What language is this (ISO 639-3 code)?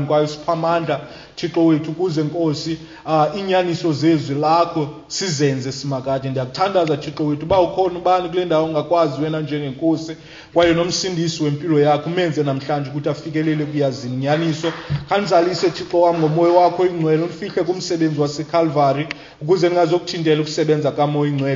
xho